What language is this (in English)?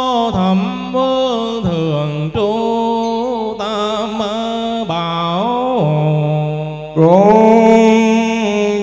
Vietnamese